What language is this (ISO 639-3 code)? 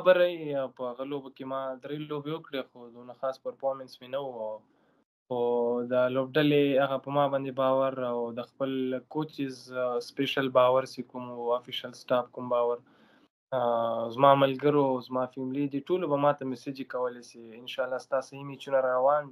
pus